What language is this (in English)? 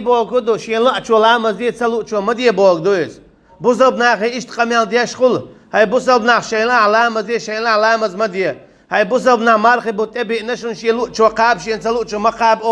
Chechen